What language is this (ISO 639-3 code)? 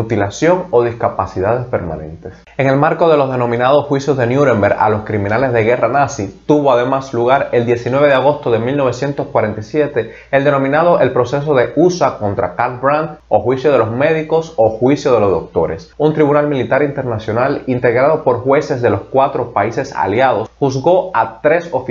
spa